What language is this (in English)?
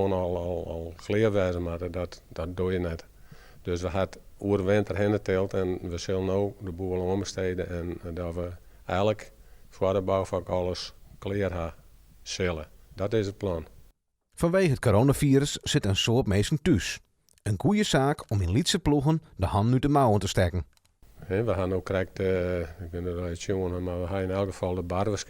Western Frisian